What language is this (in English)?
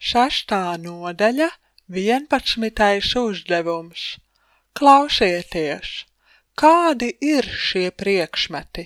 Latvian